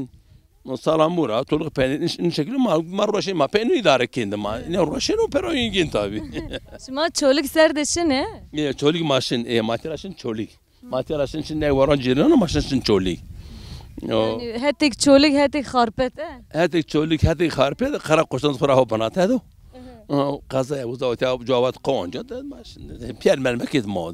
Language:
Zaza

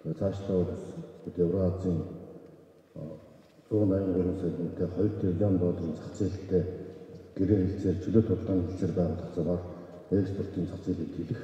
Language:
Mongolian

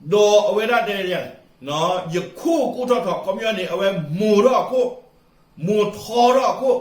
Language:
S'gaw Karen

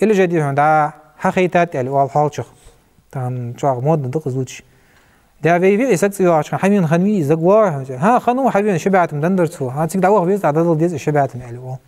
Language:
Ingush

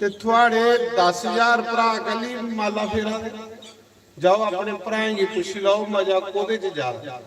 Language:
Dogri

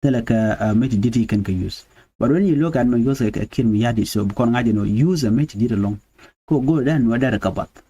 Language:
Nuer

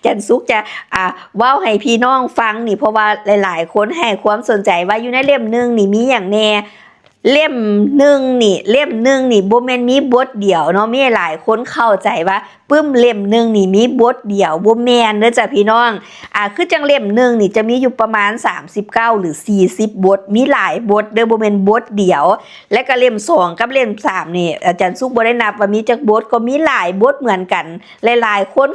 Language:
Lao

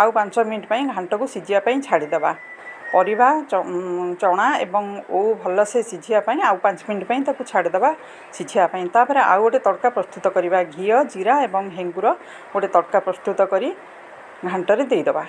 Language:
Odia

